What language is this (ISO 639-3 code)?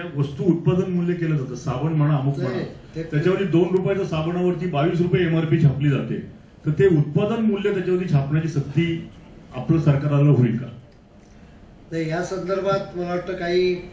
mar